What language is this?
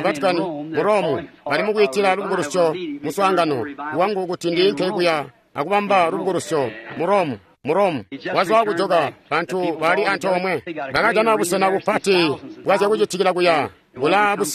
Tonga (Zambia)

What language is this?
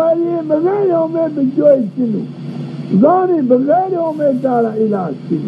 Zaza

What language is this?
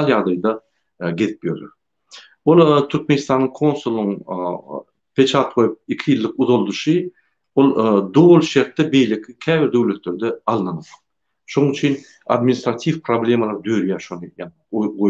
Turkmen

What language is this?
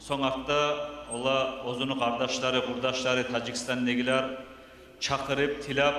Kumyk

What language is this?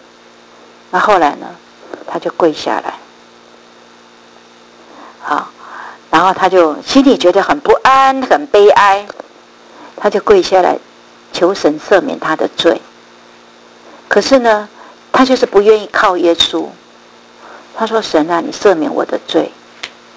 Chinese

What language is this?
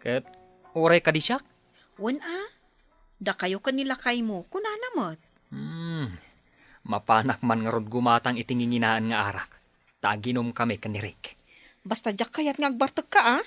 Iloko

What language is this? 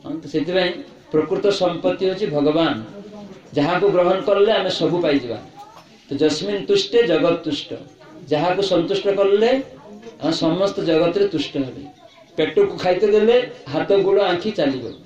Odia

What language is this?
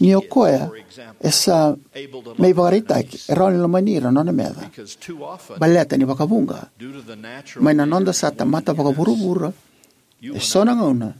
Fijian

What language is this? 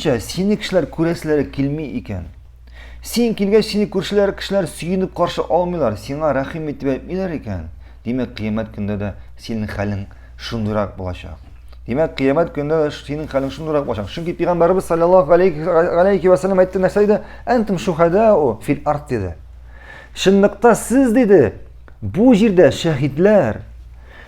Tatar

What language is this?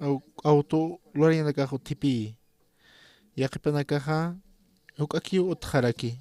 Aymara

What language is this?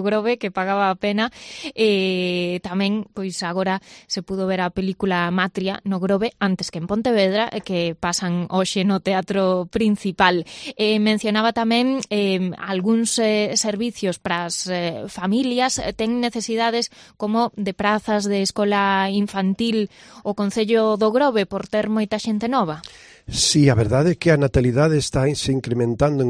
Galician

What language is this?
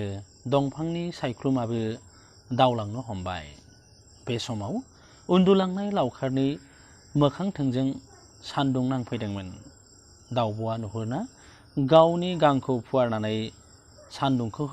Bodo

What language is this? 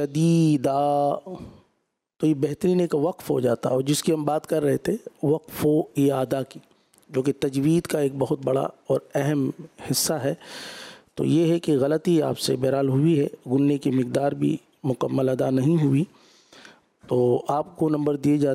Urdu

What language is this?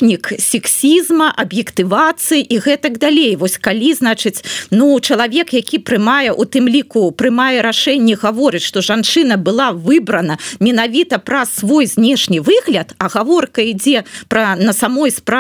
Belarusian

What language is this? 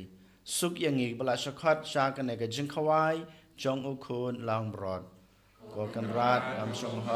Khasi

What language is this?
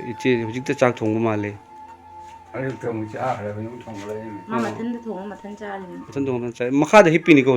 Manipuri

